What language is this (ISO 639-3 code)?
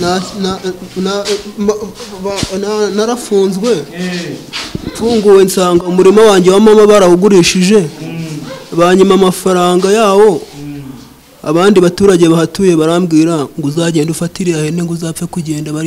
kin